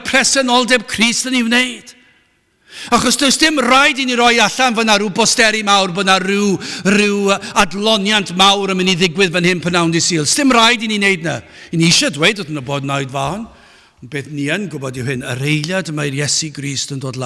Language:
Welsh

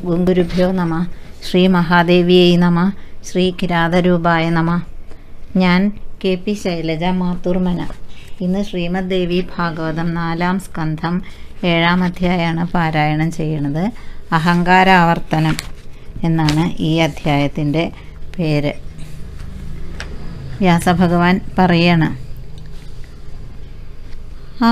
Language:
Malayalam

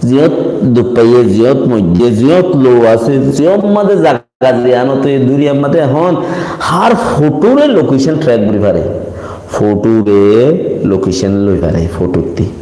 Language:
Rohingya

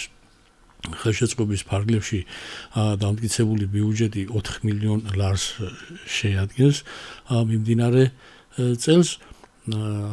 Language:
Georgian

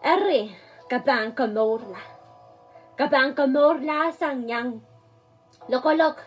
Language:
Pohnpeian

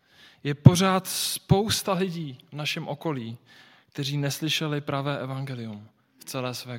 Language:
Czech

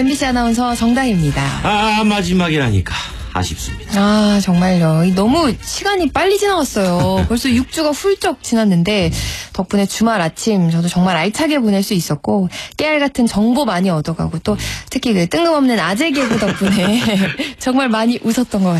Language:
Korean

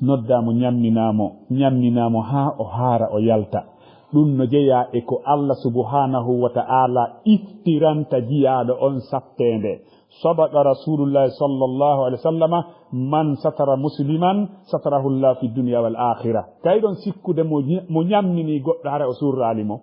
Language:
Fula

